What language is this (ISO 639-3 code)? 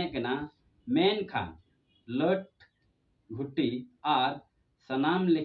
sat